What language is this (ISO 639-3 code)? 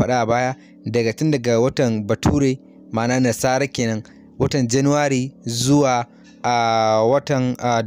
hau